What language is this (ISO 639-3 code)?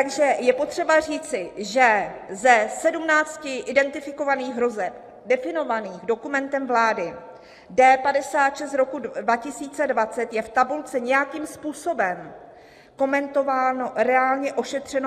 ces